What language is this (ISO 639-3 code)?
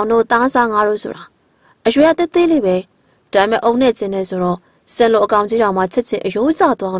mya